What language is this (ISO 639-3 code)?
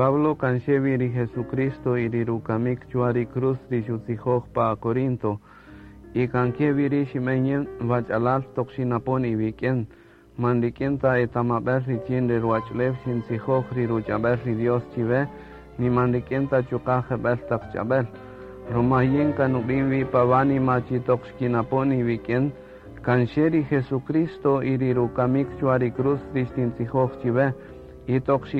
cak